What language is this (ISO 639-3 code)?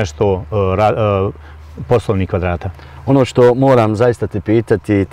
bos